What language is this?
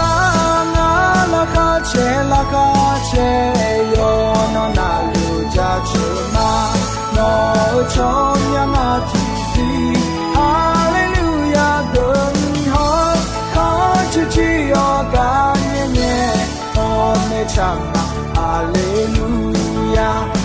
Akha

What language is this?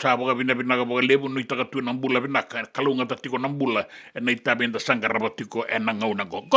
Fijian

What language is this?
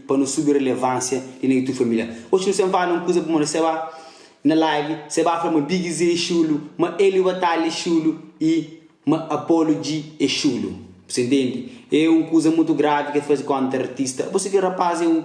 Kabuverdianu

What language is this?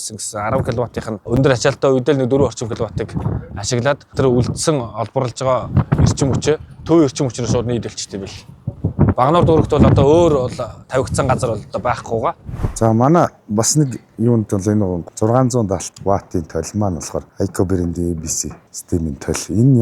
Mongolian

